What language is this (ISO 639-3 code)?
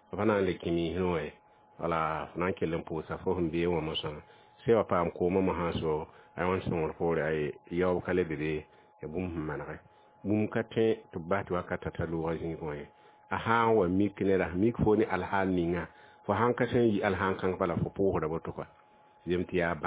mos